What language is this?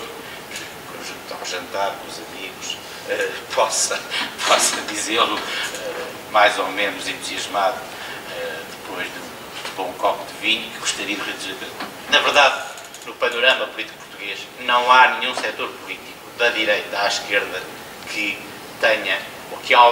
Portuguese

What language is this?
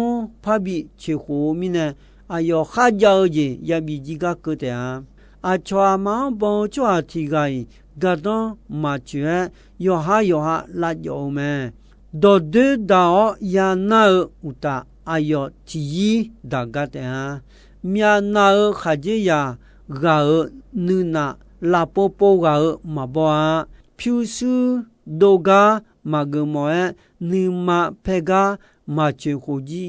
Akha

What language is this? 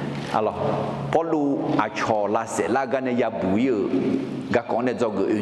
Akha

